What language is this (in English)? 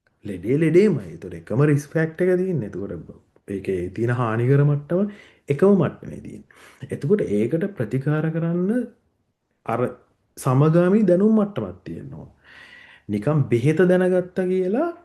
Sinhala